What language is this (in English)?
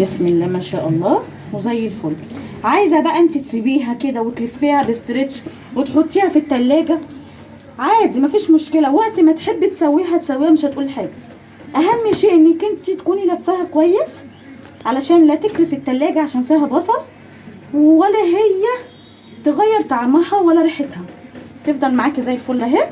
Egyptian Arabic